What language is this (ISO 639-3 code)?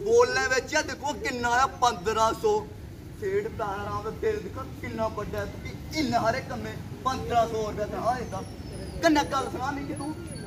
doi